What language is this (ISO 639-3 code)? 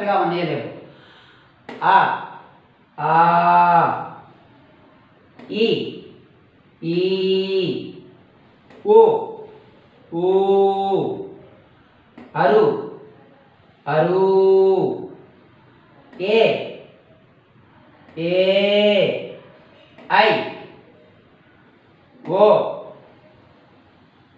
tel